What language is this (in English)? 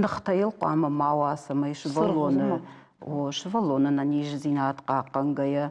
Ossetic